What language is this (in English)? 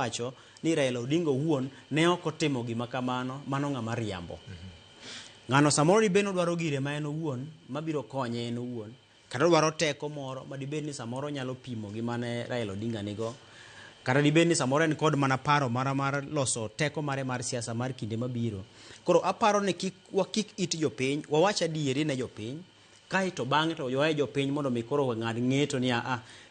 Luo (Kenya and Tanzania)